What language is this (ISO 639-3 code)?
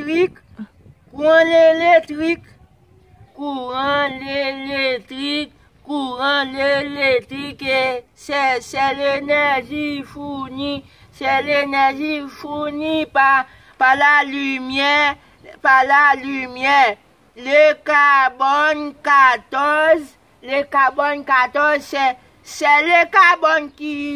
hat